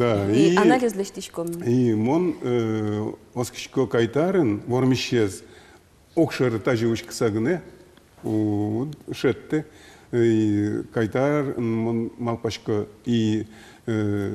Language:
Udmurt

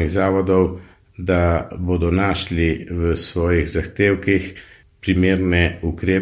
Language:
Slovenian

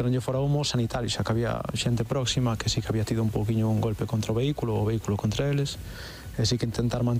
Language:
Galician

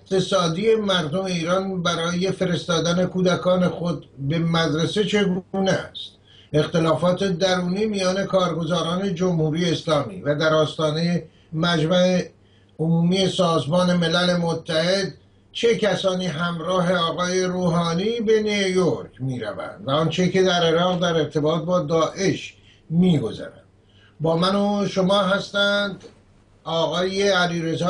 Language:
Persian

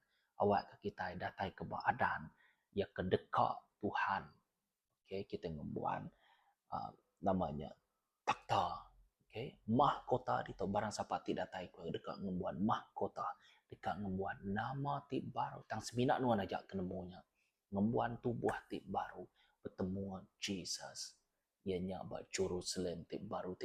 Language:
Iban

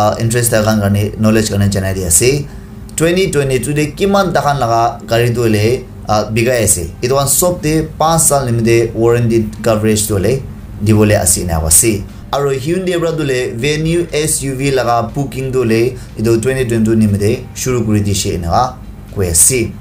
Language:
Naga Pidgin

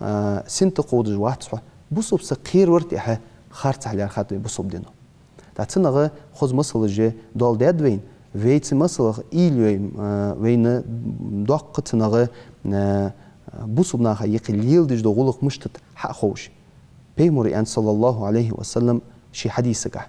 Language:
Ingush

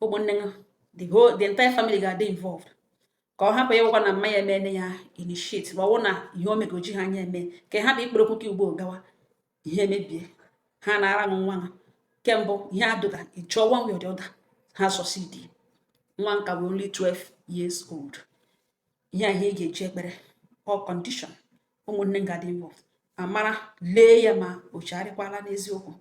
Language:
Igbo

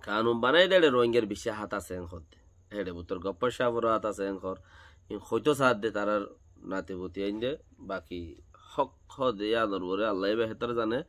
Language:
Rohingya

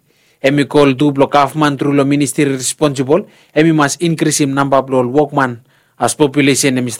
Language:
Bislama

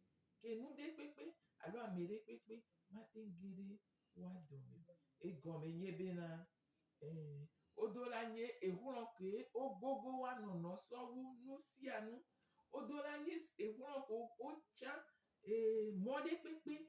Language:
Gen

